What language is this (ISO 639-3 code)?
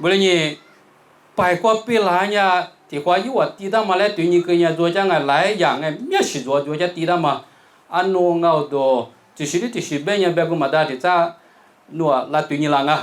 lis